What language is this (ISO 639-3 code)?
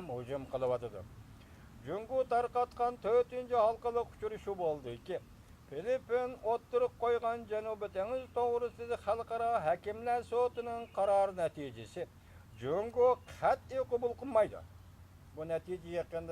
uig